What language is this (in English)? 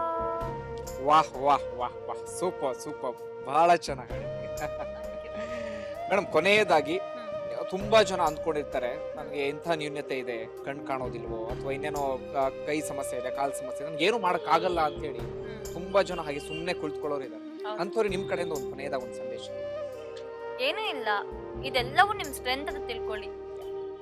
Kannada